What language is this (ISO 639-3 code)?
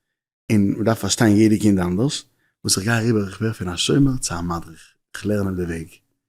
yid